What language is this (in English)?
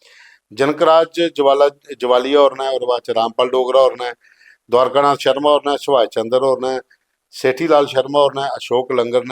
Dogri